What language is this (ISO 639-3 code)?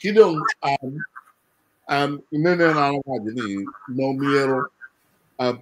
ach